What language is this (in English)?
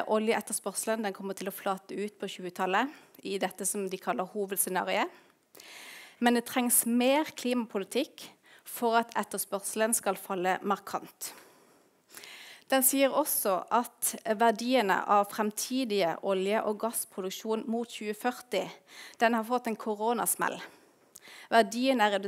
Norwegian